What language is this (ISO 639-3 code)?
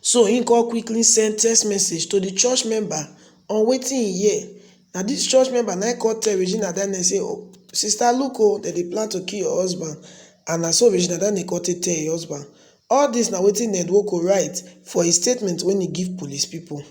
pcm